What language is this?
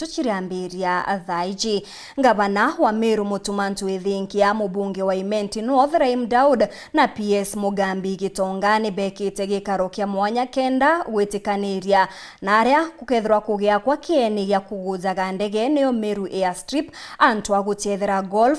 Meru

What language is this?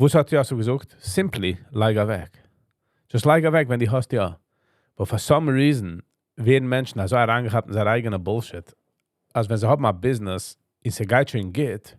Yiddish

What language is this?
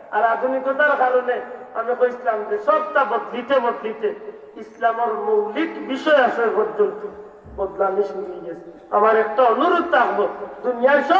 Sylheti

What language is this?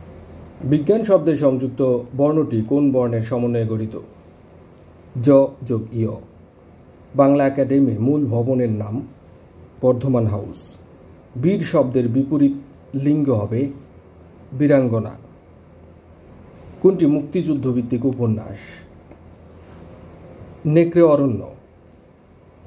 Bangla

